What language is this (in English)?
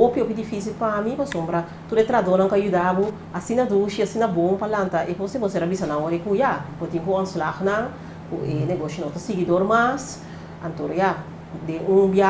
Papiamento